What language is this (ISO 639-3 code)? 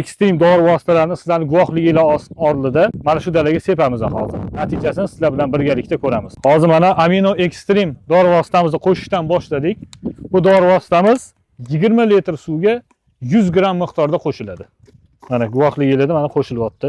uzb